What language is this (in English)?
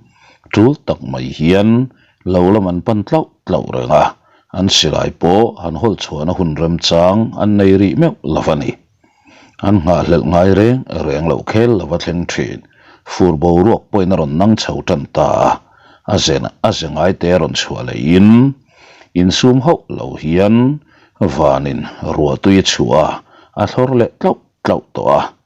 Mizo